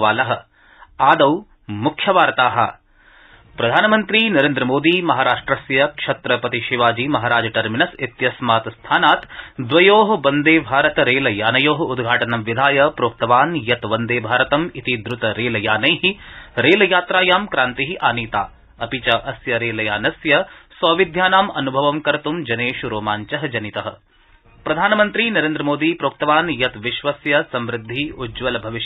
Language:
Sanskrit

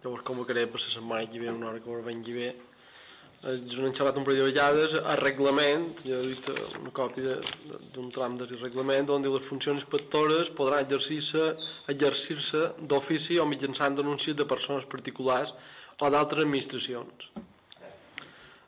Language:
Catalan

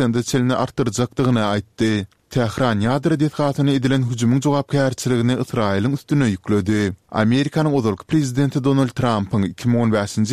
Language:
Turkmen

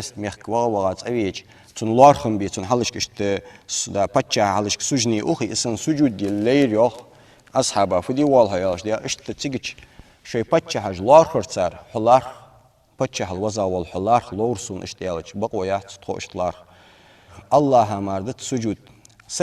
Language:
Ingush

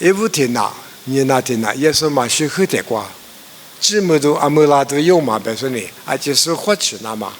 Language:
Lisu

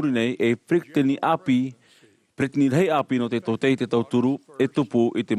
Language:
Tahitian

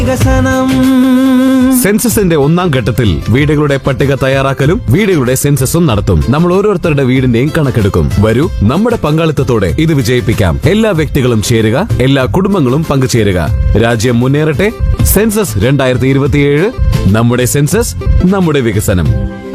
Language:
Malayalam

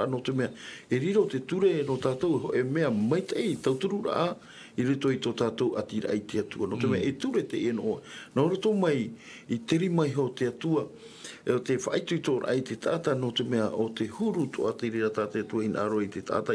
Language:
Tahitian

